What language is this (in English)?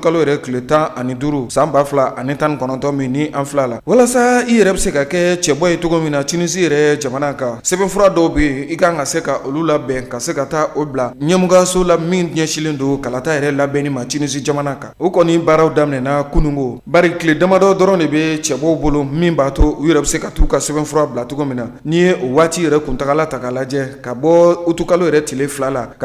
Bambara